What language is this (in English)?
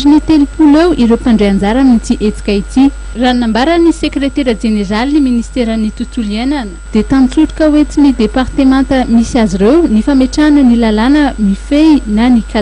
Malagasy